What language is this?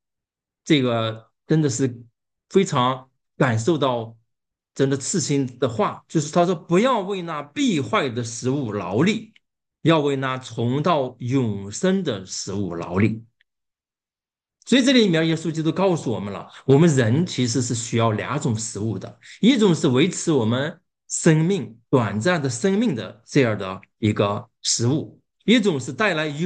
Chinese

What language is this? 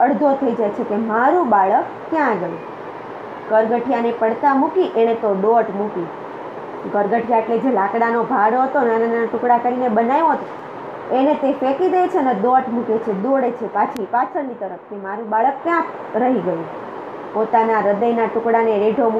Gujarati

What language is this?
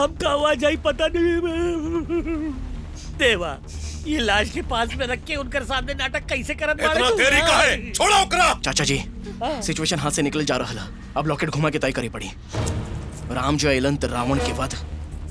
Bhojpuri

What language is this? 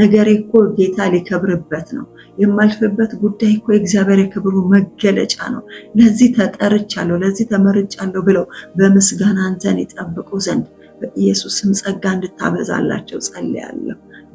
Amharic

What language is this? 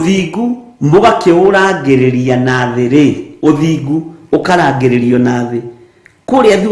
Kikuyu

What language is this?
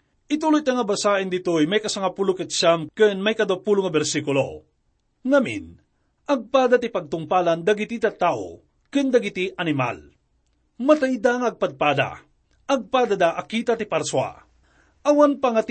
Iloko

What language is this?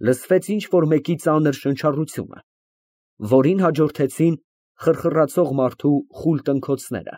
Armenian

